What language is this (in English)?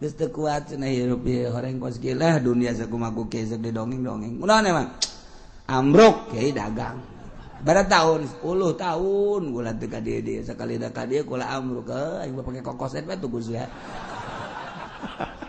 Sundanese